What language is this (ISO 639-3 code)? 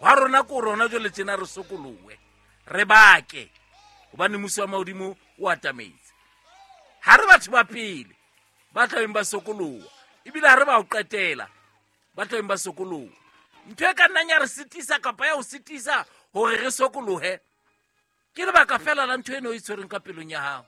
sot